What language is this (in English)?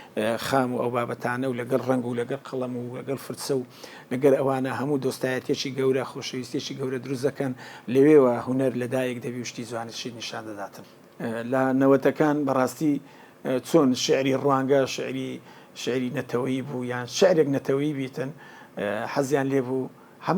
Central Kurdish